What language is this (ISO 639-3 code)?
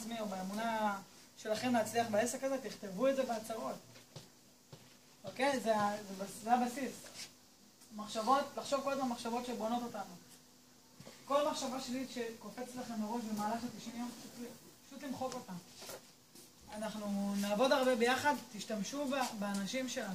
heb